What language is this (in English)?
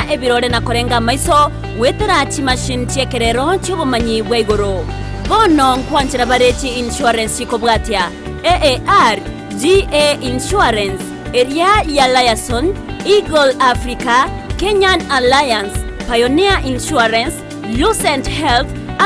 Gusii